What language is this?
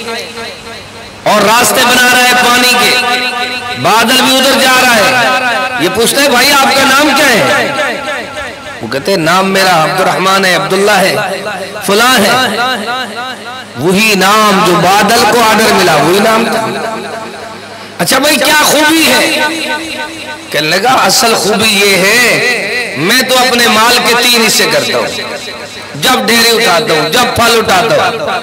Urdu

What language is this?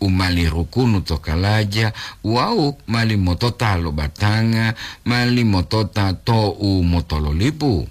Gorontalo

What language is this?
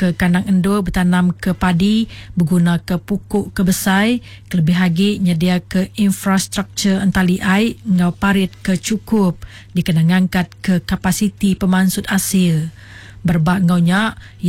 Iban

